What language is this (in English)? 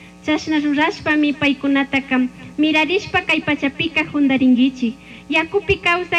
Chimborazo Highland Quichua